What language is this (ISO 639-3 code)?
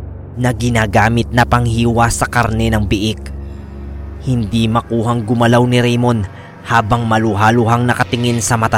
fil